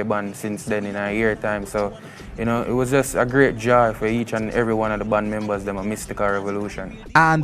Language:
Jamaican Creole English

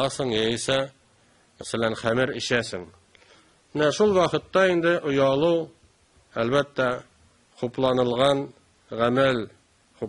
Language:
Tatar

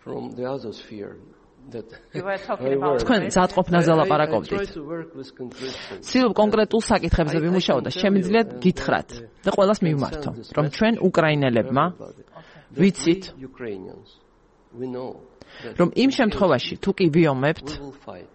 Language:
Georgian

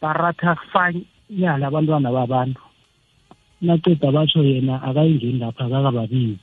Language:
South Ndebele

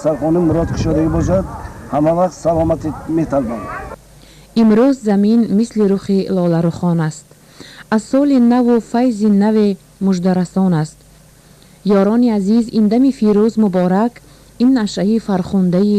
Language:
Tajik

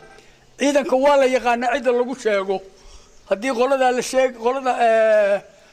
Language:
Somali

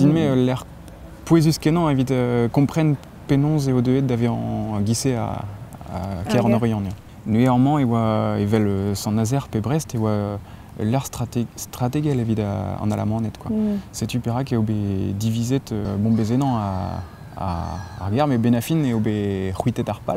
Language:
Breton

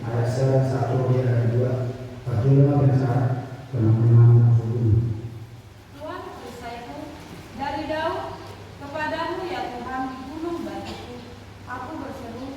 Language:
Batak Toba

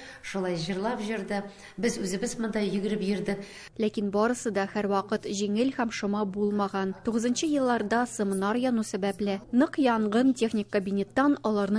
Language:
Tatar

